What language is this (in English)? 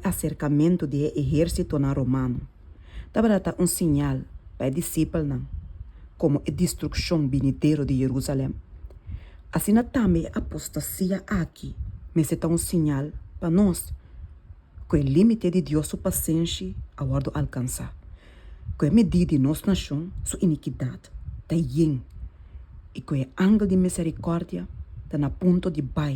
Papiamento